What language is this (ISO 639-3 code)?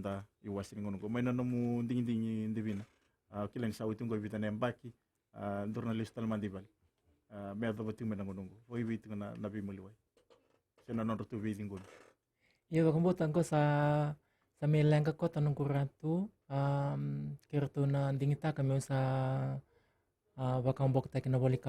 fij